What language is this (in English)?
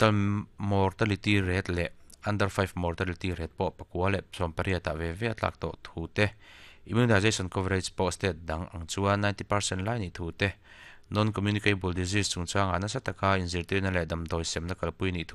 Mizo